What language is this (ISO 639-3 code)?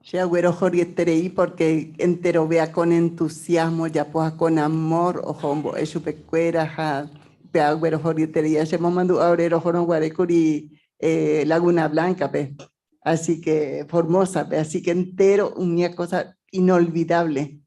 grn